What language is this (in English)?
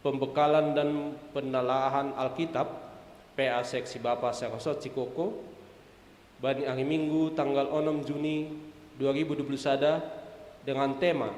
Batak Simalungun